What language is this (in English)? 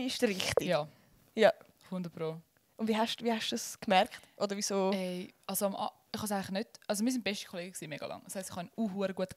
Swiss German